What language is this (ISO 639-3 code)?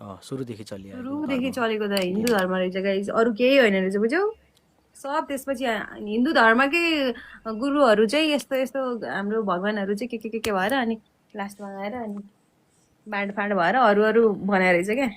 nep